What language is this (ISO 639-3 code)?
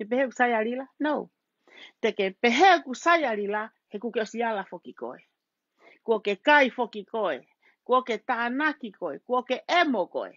ton